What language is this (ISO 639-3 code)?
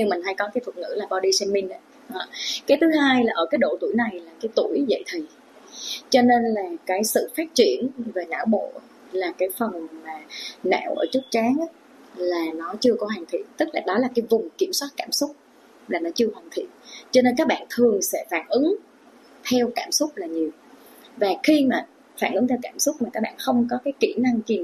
vie